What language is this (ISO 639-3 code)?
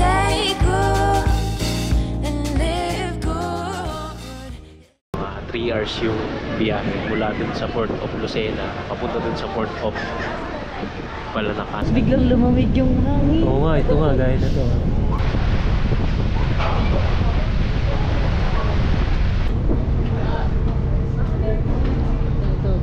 fil